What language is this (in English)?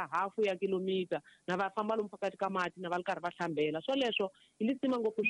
Tsonga